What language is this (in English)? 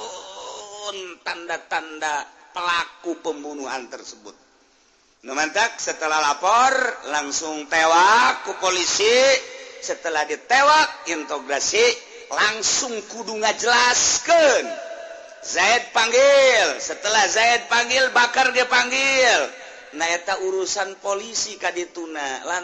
Sundanese